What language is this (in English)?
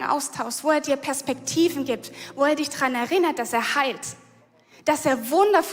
Swiss German